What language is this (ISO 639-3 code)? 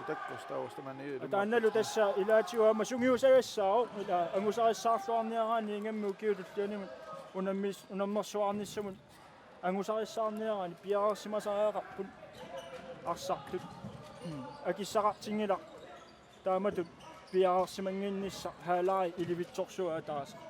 kal